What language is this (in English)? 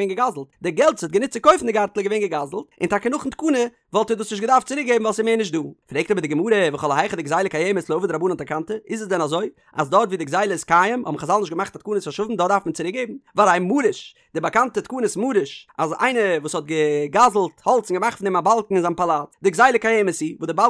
Yiddish